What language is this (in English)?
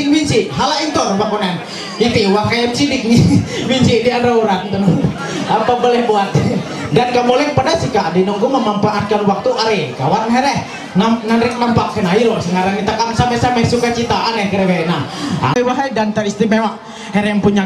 Ma'anyan